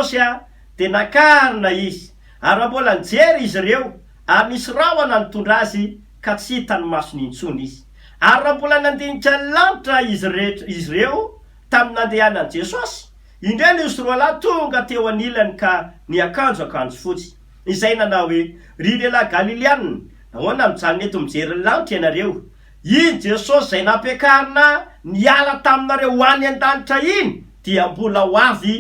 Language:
Malagasy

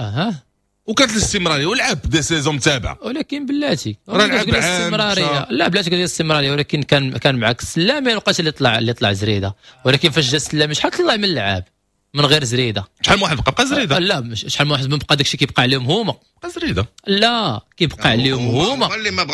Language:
Moroccan Arabic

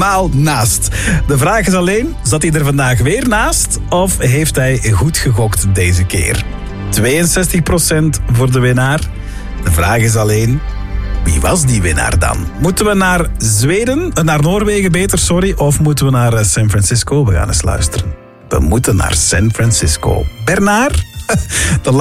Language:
Dutch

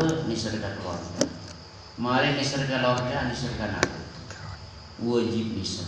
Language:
Madurese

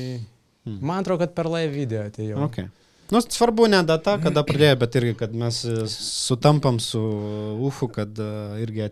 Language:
Lithuanian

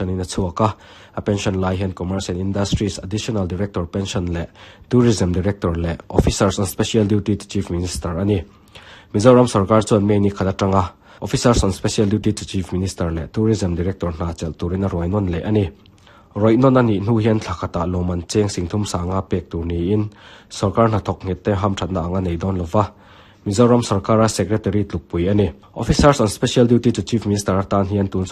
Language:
Mizo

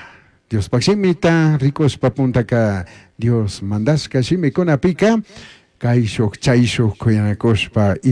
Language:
Chimborazo Highland Quichua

